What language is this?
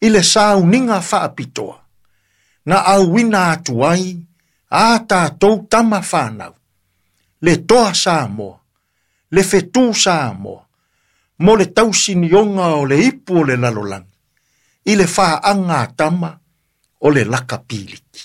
Samoan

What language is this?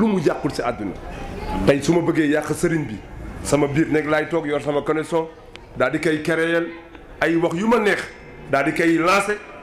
Wolof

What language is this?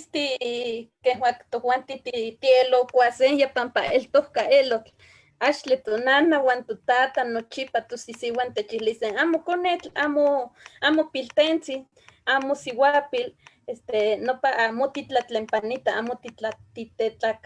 Eastern Huasteca Nahuatl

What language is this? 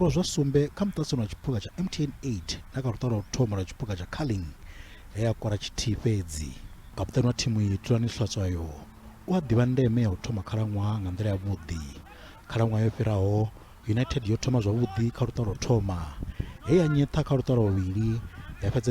Venda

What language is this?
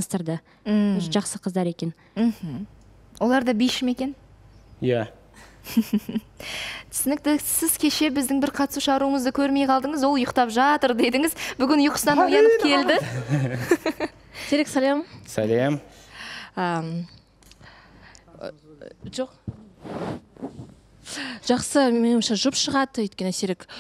Kazakh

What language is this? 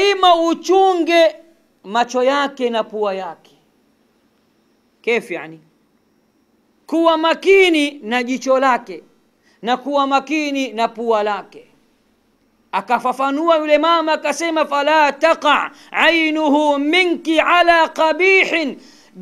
Swahili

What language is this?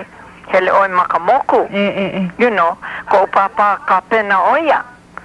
Hawaiian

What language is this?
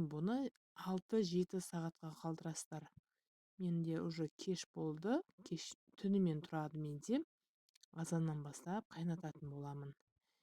Kazakh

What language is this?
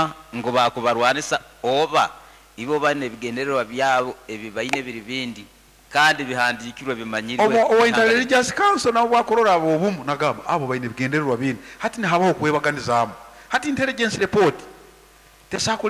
Nyankole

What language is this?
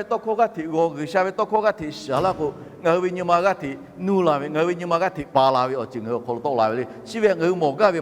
Lahu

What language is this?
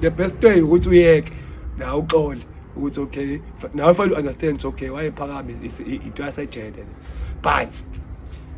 Zulu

